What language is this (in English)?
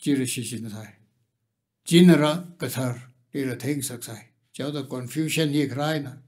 Tangkhul Naga (India)